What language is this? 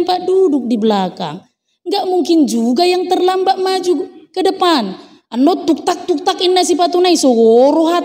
Batak Toba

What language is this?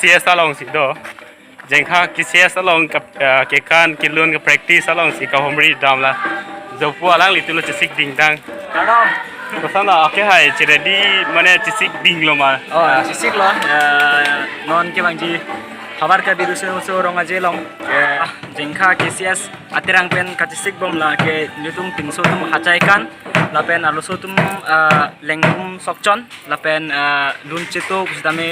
Karbi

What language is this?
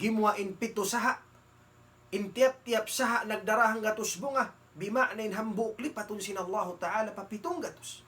Tausug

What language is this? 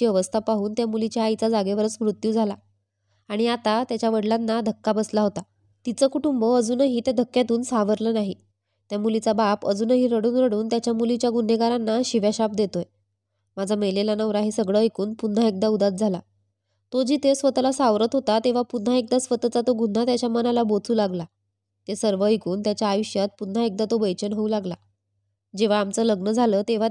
Marathi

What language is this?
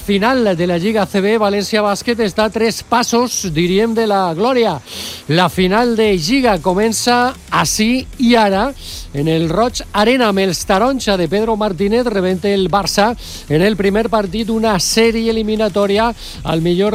Catalan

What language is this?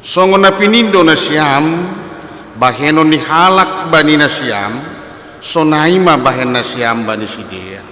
Batak Simalungun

